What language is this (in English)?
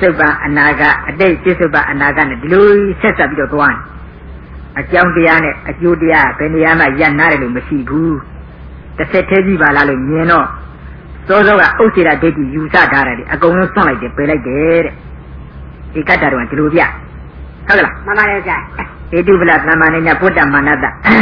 Burmese